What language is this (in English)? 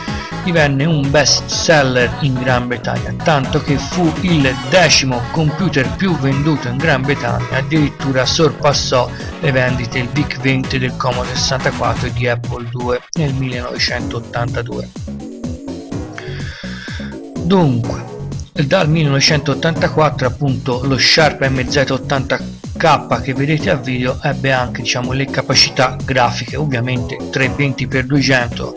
Italian